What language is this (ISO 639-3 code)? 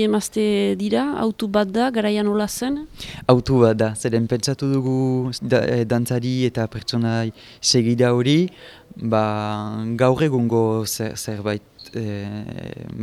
eus